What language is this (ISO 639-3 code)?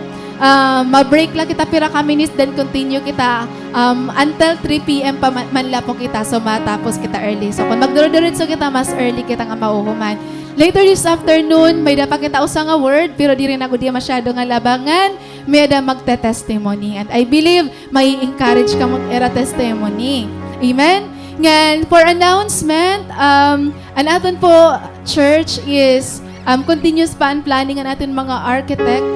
war